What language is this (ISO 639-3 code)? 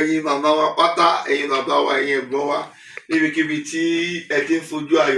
yor